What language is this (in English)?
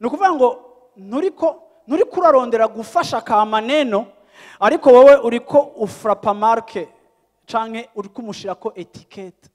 Rundi